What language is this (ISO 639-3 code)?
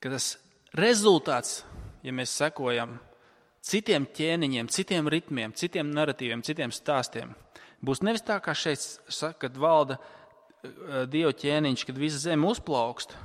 lav